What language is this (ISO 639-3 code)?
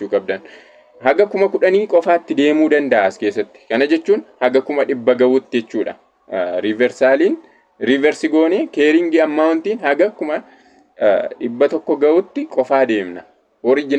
orm